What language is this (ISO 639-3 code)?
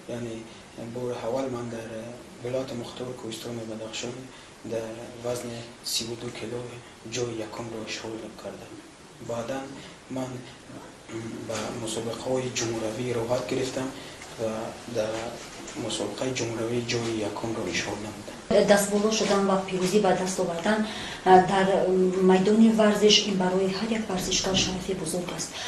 tgk